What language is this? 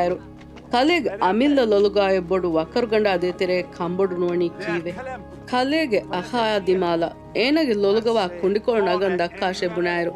Divehi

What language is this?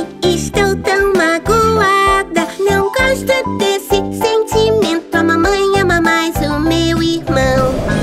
Portuguese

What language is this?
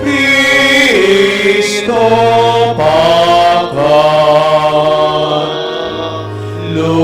Pampanga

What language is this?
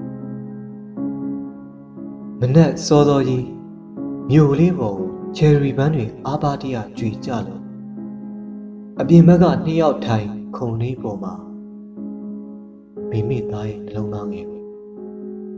Burmese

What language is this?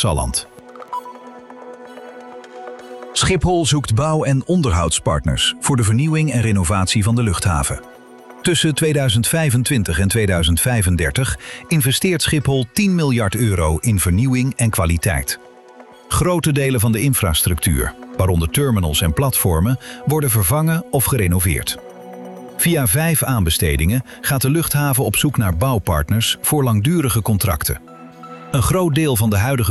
Dutch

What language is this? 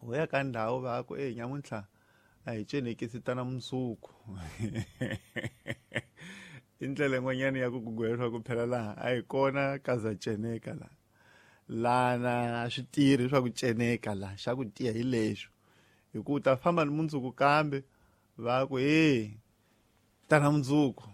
Tsonga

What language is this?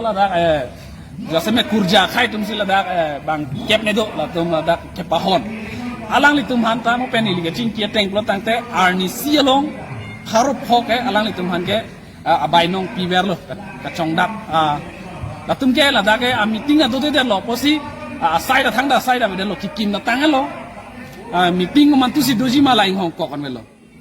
Karbi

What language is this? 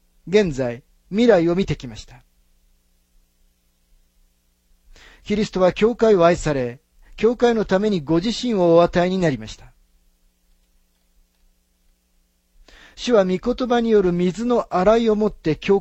Japanese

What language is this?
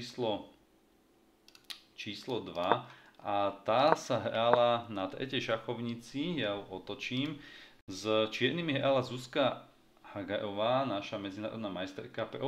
Slovak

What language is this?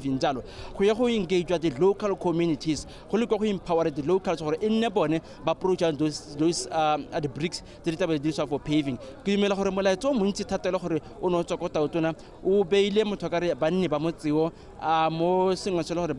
Tswana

